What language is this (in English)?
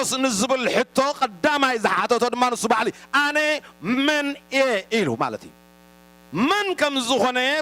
Tigrinya